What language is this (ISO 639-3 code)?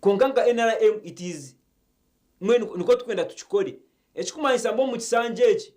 nyn